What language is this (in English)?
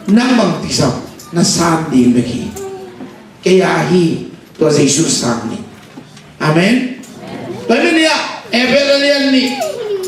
Tedim Chin